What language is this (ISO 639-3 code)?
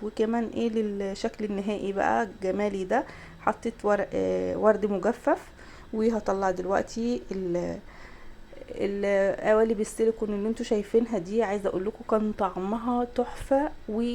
arz